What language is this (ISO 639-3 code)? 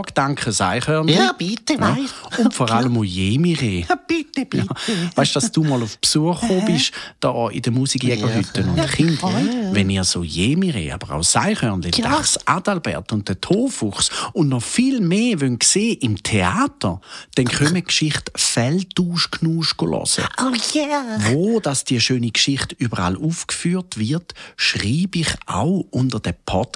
gsw